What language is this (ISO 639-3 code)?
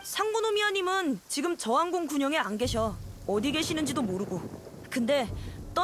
kor